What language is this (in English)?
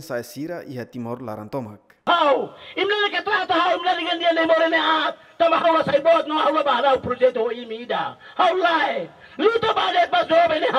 Tetum